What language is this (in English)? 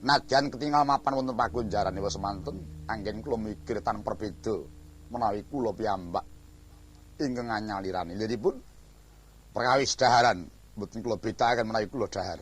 Javanese